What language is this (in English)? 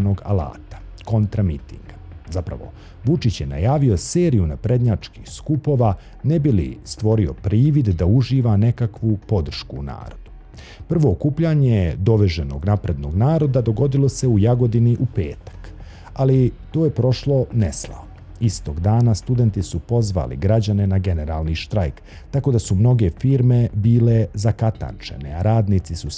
Bosnian